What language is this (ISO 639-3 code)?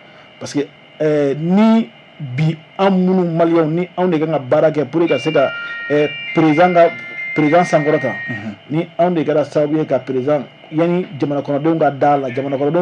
bam